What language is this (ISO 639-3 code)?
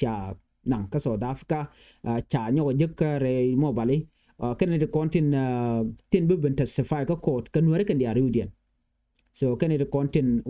nus